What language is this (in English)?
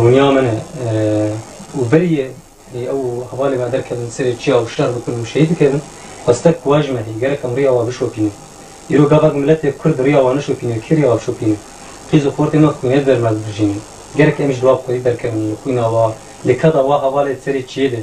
Kurdish